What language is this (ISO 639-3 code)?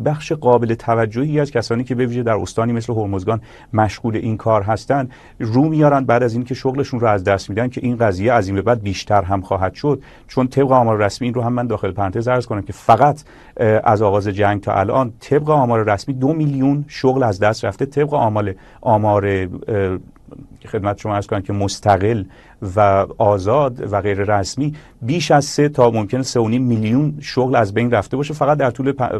fas